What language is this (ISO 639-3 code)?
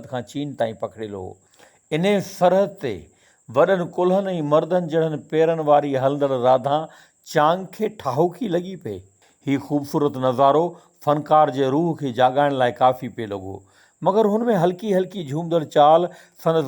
snd